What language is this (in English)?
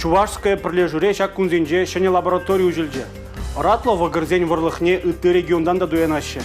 Chuvash